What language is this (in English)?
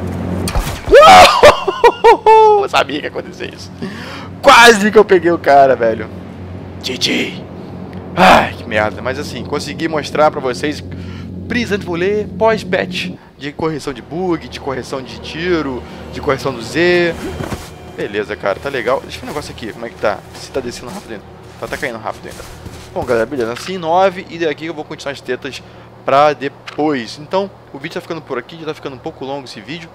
Portuguese